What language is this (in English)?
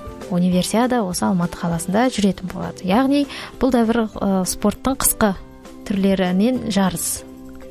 Kazakh